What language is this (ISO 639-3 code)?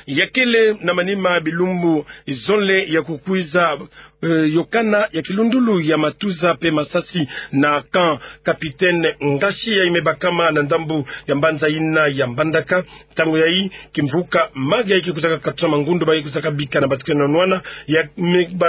ktu